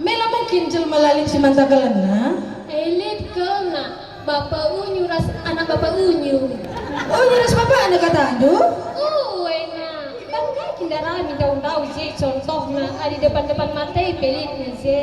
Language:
Batak Karo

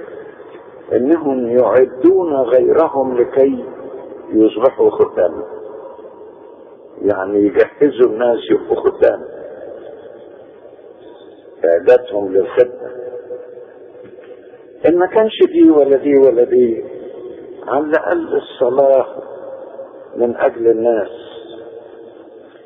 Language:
Egyptian Arabic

